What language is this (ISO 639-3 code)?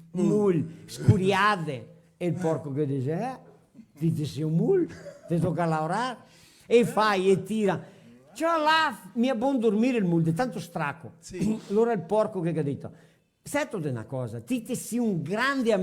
vec